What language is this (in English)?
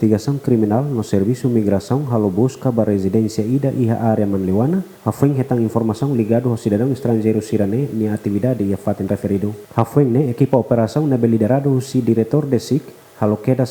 Tetum